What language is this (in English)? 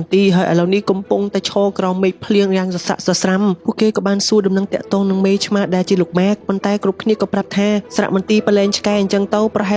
Khmer